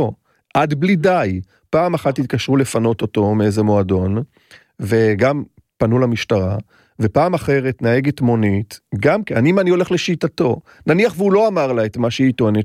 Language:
Hebrew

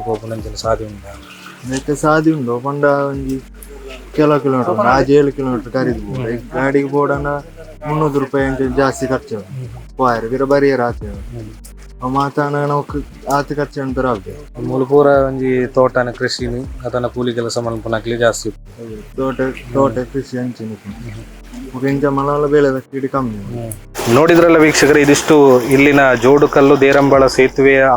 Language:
Tulu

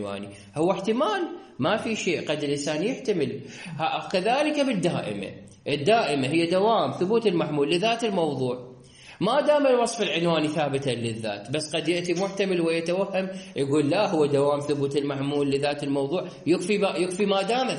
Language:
Mesopotamian Arabic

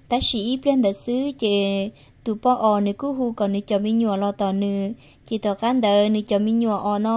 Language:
Hmong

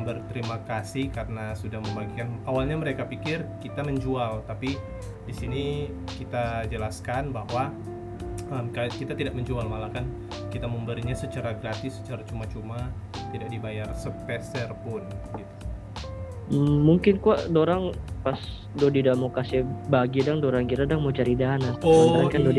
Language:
Manado Malay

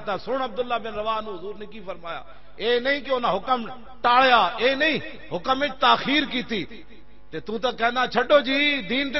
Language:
Western Panjabi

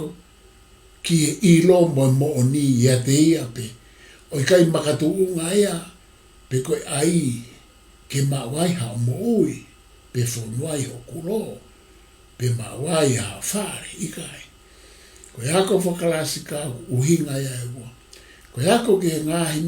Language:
Tongan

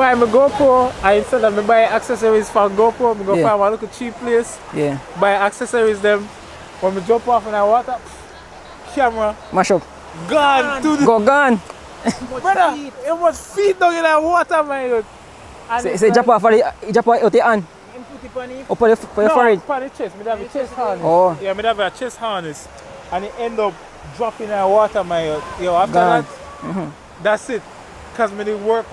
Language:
Jamaican Creole English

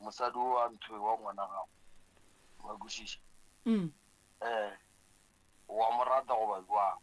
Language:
Northern Sotho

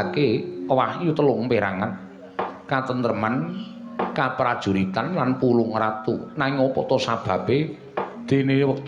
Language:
Javanese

